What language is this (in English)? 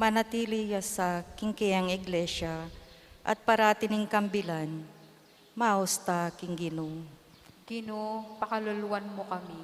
Pampanga